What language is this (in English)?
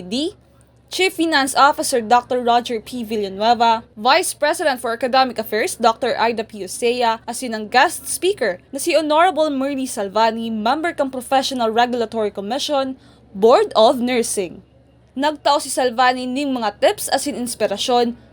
Bikol